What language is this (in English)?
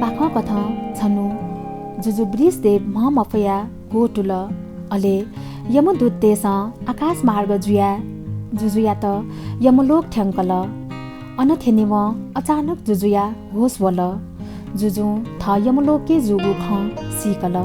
Newari